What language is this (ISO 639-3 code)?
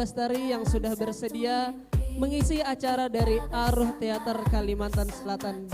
bjn